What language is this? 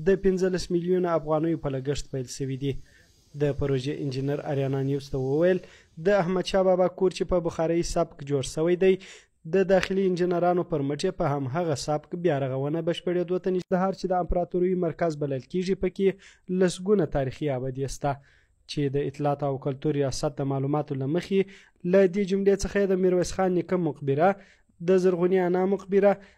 Pashto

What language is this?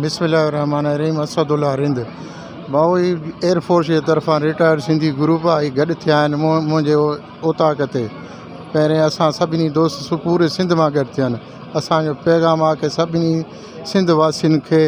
Sindhi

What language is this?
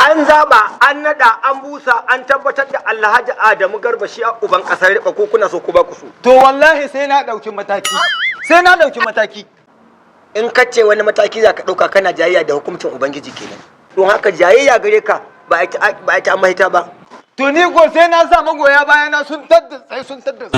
Hausa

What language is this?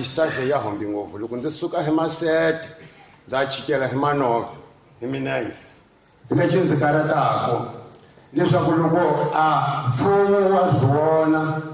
Tsonga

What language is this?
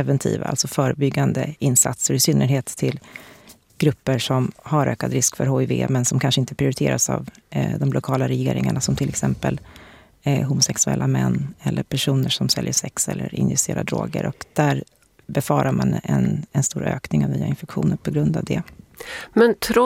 Swedish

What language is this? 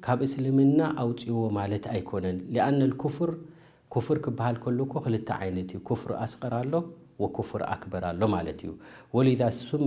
Tigrinya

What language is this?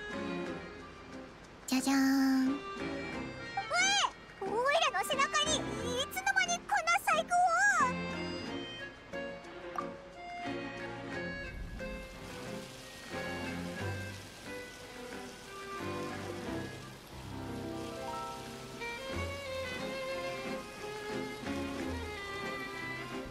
Japanese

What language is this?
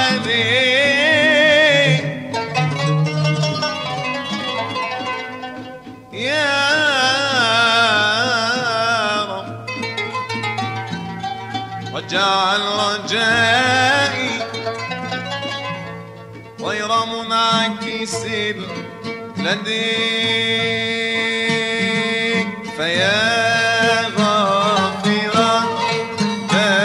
Arabic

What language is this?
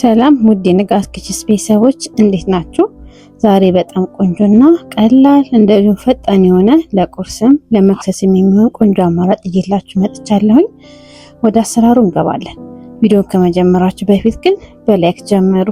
Amharic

